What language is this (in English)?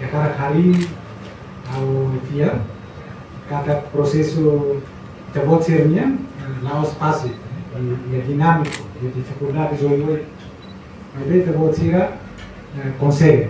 Tetum